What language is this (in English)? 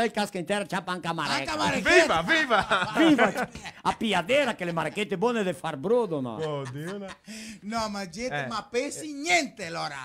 Venetian